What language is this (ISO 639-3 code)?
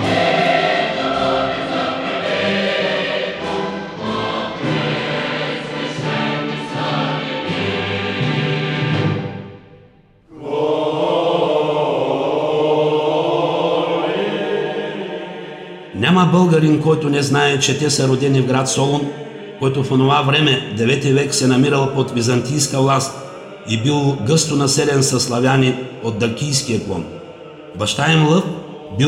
bul